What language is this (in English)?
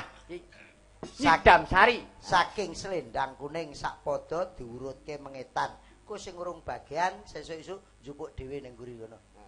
Javanese